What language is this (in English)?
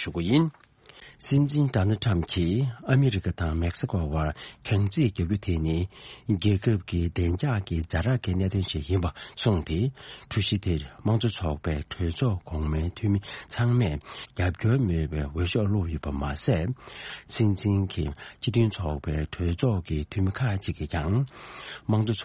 Tibetan